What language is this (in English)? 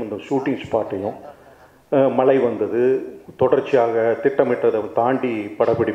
Tamil